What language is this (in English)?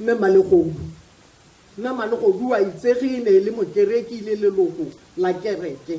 Tswana